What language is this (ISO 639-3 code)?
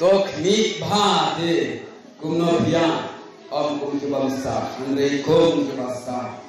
kha